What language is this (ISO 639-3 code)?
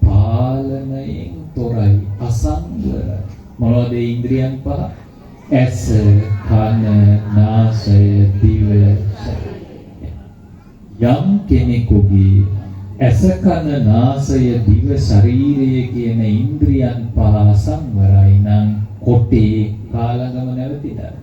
sin